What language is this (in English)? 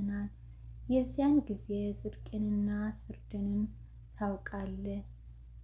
Amharic